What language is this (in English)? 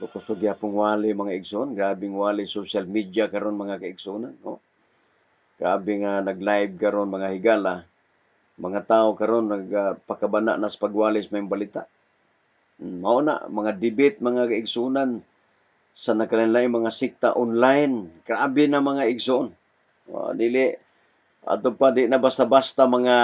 Cebuano